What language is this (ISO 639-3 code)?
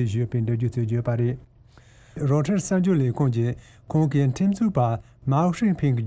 bod